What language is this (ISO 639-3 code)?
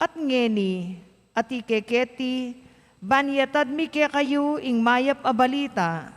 pam